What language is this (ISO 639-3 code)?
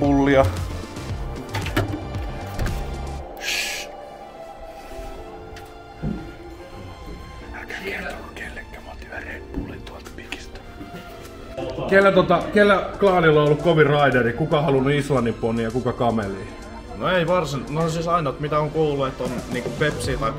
fin